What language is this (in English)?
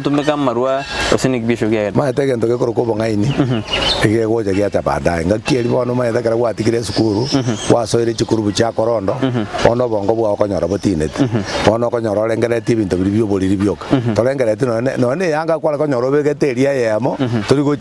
Gusii